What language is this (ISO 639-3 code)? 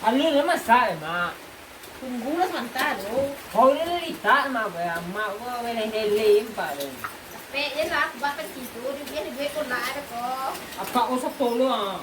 min